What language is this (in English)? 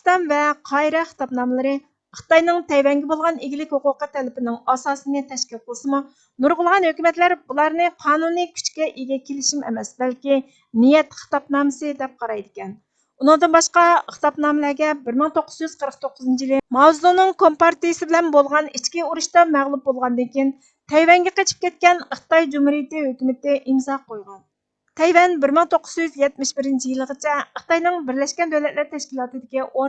Uyghur